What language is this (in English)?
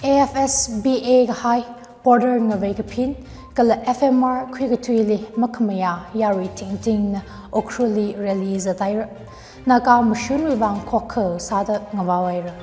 Tangkhul Naga (India)